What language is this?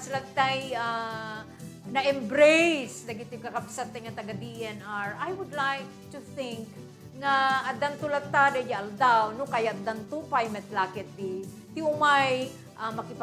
Iloko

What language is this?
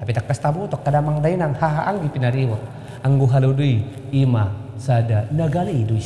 Batak Toba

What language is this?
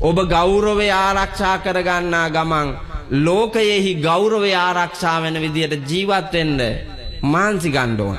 Sinhala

